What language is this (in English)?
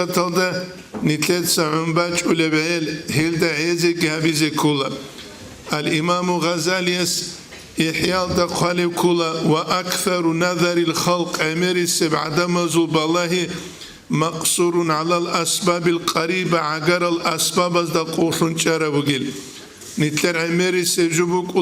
Avaric